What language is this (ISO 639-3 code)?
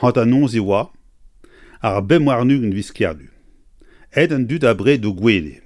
bre